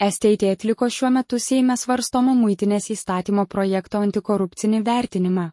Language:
Lithuanian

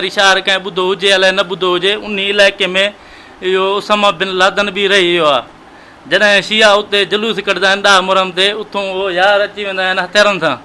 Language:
Sindhi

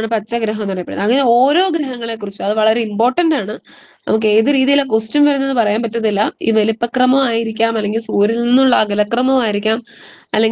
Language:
Malayalam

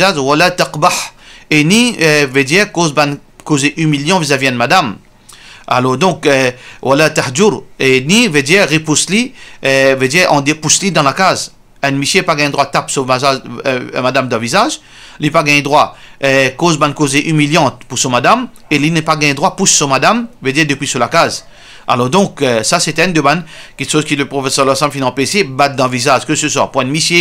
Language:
Morisyen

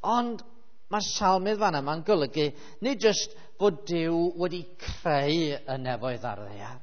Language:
Welsh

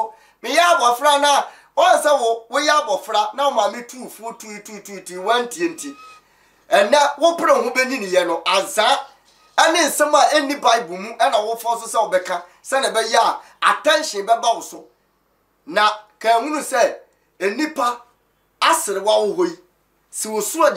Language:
Akan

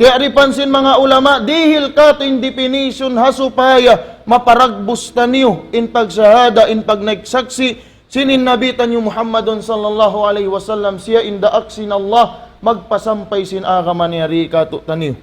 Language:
Tausug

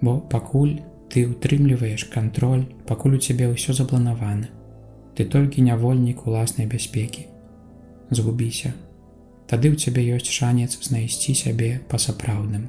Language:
Belarusian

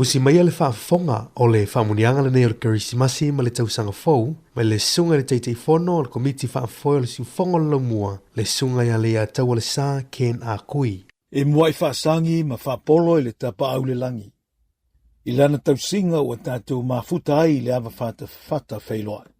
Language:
Samoan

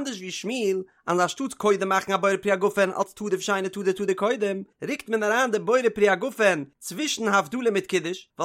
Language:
Yiddish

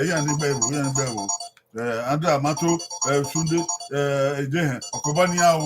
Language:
Bini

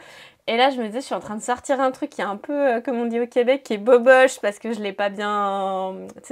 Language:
French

